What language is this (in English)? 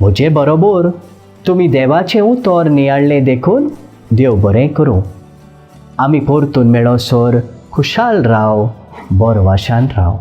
Konkani